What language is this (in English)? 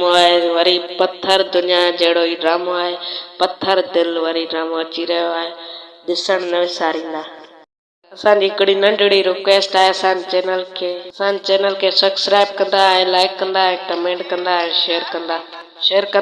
Sindhi